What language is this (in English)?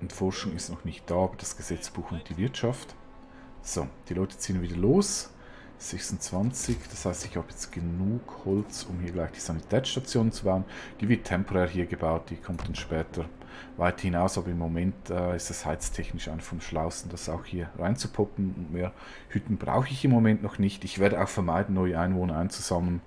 Swiss German